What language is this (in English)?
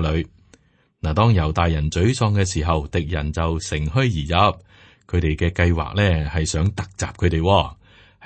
Cantonese